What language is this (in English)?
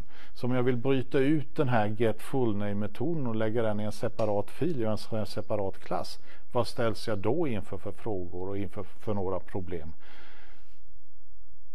Swedish